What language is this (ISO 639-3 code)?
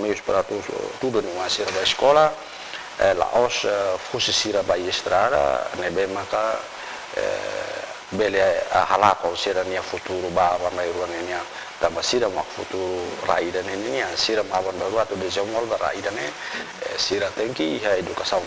tet